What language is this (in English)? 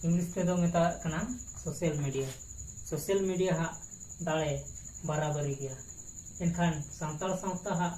Santali